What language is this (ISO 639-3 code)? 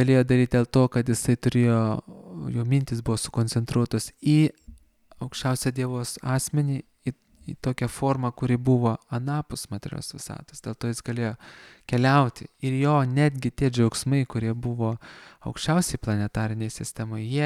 lit